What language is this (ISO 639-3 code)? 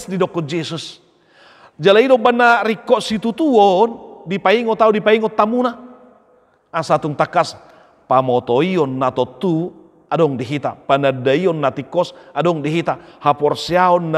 bbc